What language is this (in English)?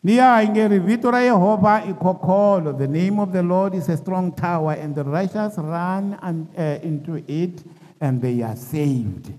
Tsonga